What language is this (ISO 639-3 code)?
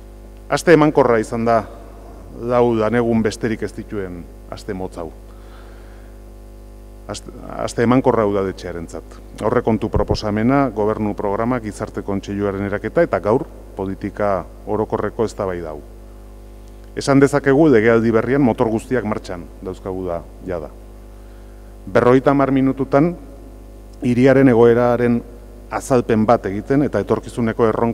eus